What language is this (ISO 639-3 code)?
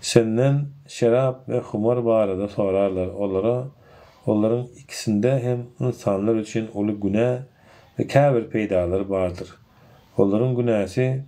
tuk